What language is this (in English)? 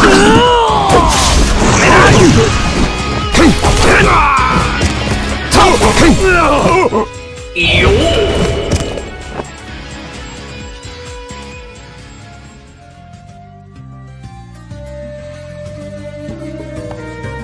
Japanese